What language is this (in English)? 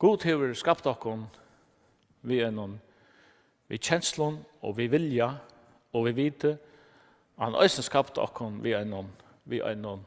Faroese